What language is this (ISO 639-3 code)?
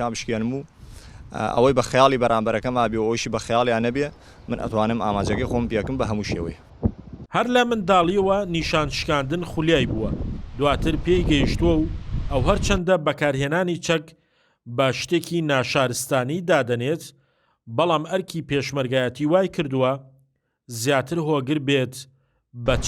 ckb